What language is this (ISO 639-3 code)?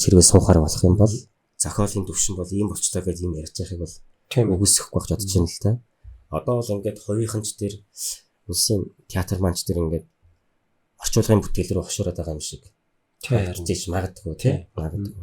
mon